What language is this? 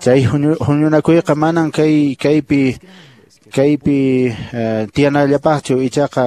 Quechua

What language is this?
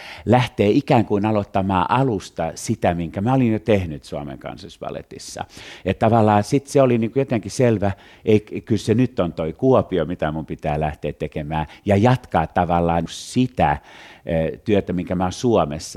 Finnish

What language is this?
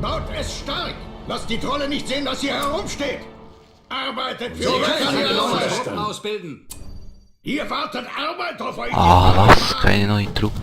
Swiss German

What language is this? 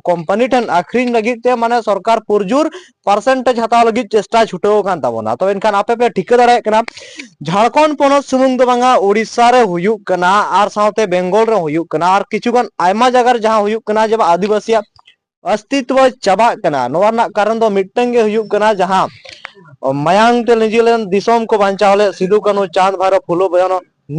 Santali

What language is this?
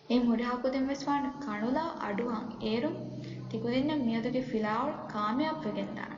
Divehi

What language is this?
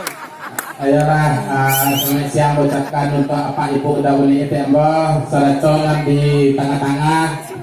Minangkabau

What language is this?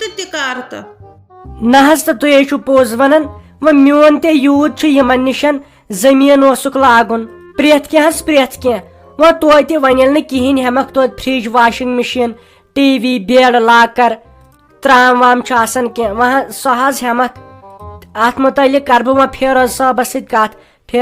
Kashmiri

